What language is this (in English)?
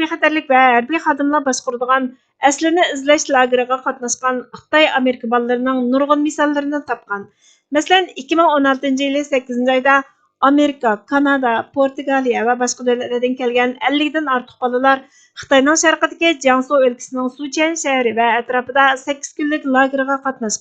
Uyghur